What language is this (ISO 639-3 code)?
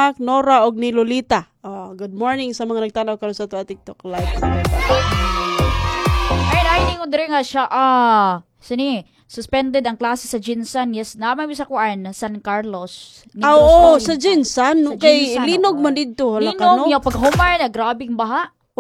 ceb